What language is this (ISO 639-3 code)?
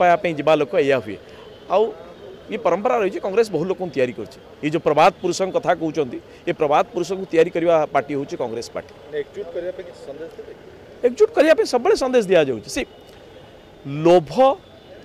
ori